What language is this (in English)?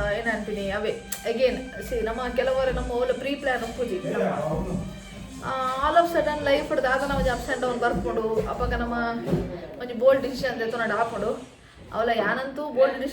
Tulu